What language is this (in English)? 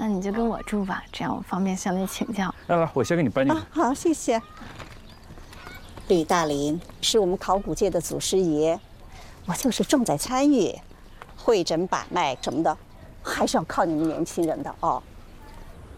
Chinese